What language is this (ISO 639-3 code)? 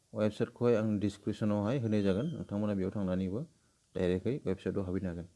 brx